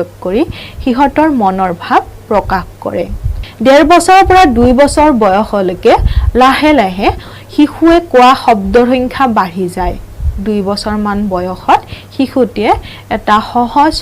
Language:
Assamese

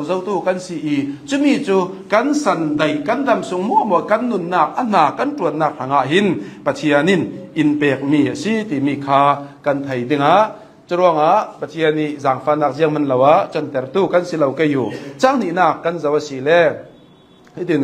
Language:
Hakha Chin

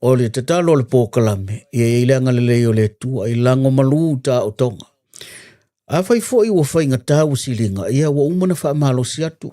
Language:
Samoan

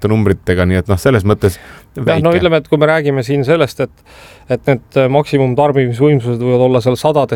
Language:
Estonian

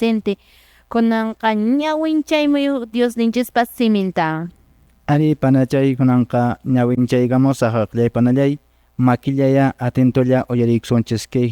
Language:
Quechua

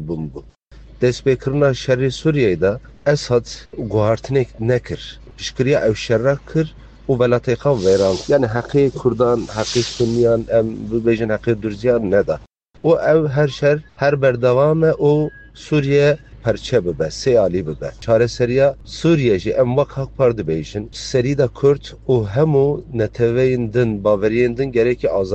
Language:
Kurdish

